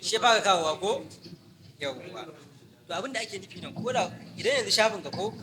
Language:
Hausa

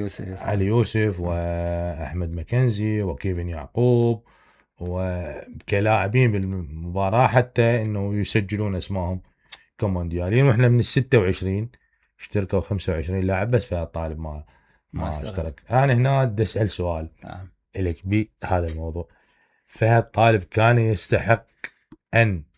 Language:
Mesopotamian Arabic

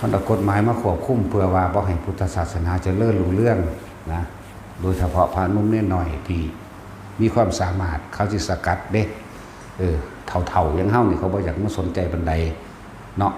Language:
Northeastern Thai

